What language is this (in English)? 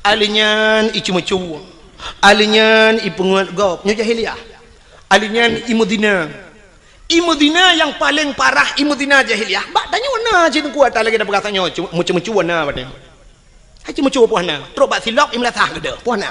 Achinese